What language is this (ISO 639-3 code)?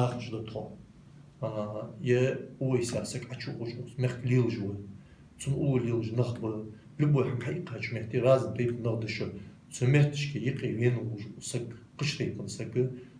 inh